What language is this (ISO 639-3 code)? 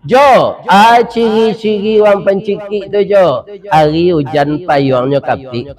min